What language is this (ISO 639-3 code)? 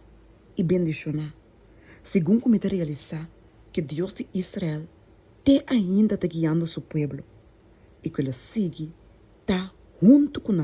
pap